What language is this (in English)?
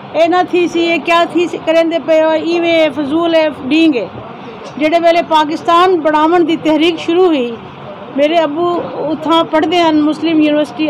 Saraiki